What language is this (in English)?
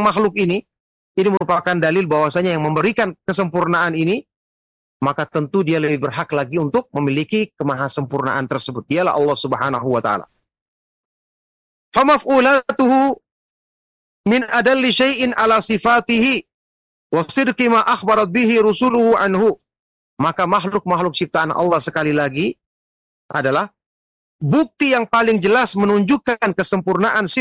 Indonesian